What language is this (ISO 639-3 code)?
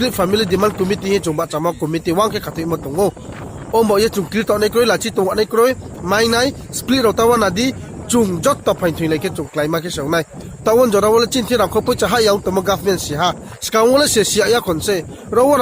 ria